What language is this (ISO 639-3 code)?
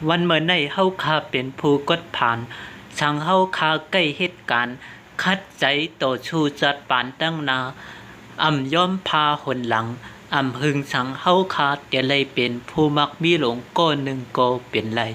shn